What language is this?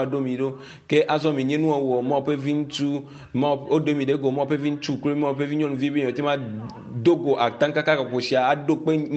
Ewe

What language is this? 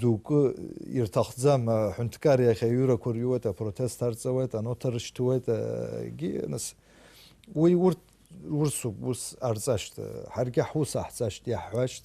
Abkhazian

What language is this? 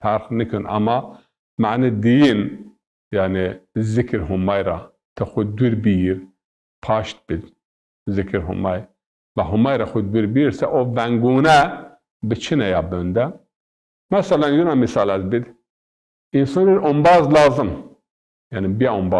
Zaza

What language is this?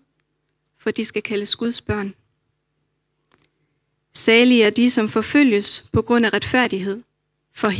Danish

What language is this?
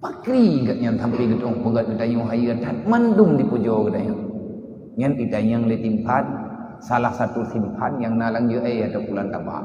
Achinese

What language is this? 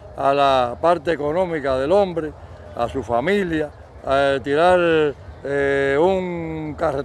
Spanish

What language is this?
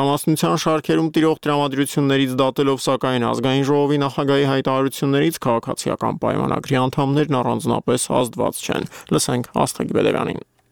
Armenian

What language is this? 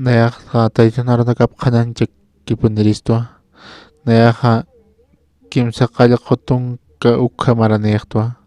Aymara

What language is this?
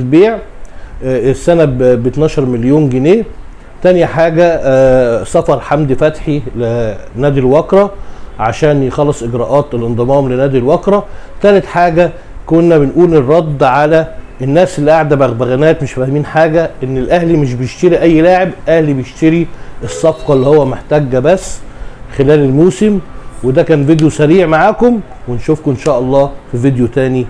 Egyptian Arabic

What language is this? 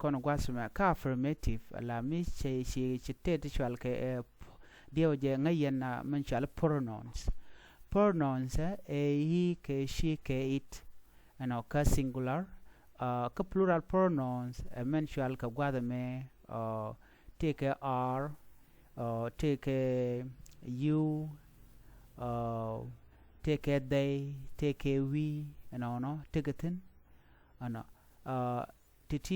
Nuer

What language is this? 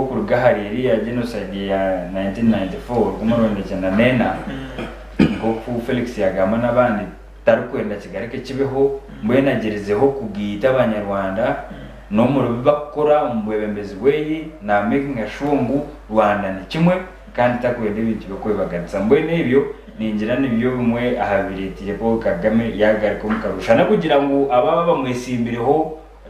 Nyankole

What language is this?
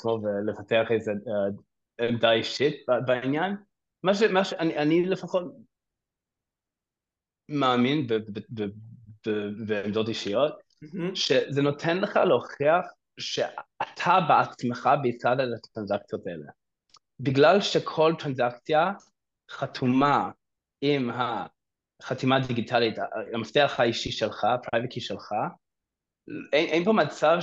Hebrew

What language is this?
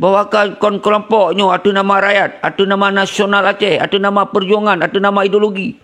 Achinese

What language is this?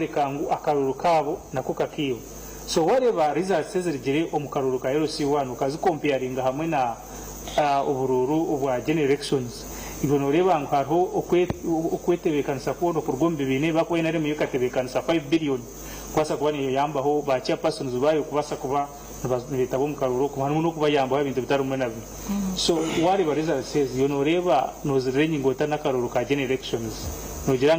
Nyankole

